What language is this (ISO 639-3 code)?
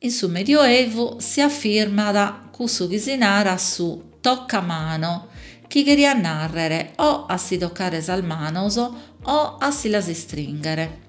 srd